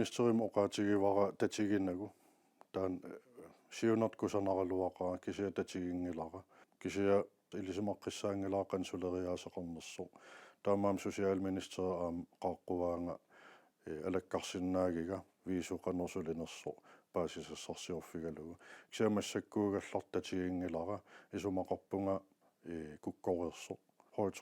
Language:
Kalaallisut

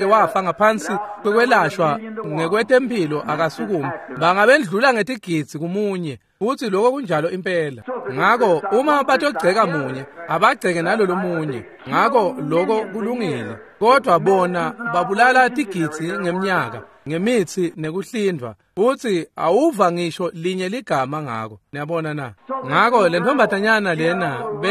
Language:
Swati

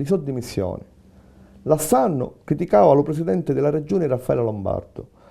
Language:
Sicilian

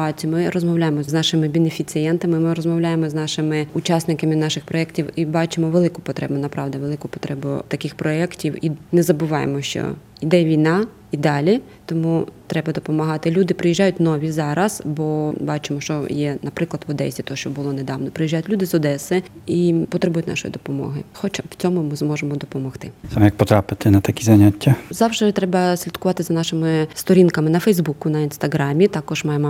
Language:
Ukrainian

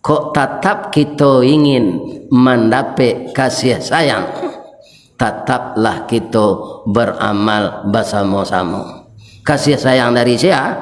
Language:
Minangkabau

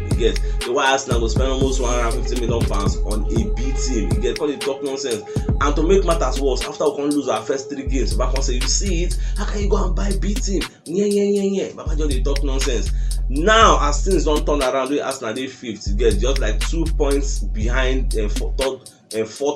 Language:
Nigerian Pidgin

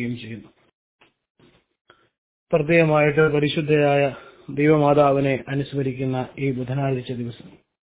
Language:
Malayalam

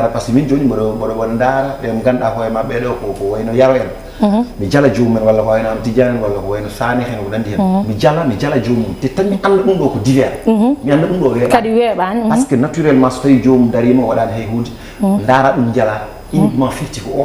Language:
Fula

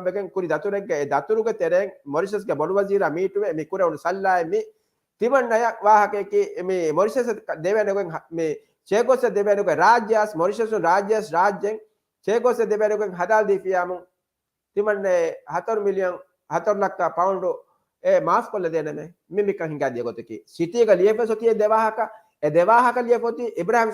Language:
Divehi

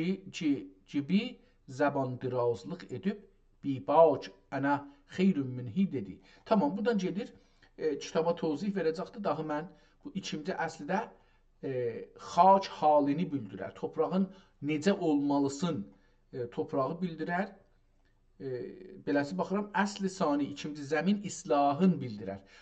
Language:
South Azerbaijani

